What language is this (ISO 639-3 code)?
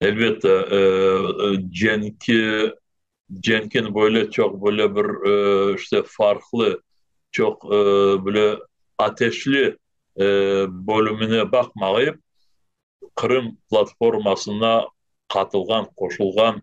crh